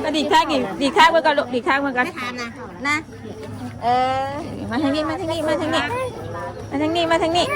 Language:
Northeastern Thai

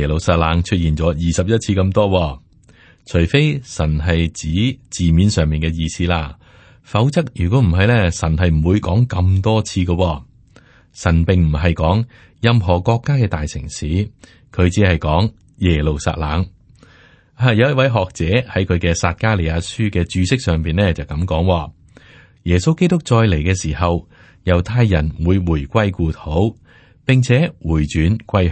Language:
Cantonese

